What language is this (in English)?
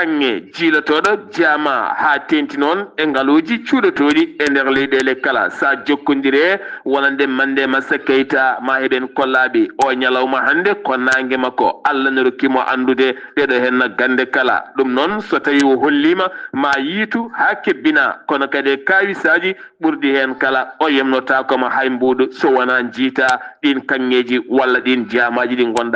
Fula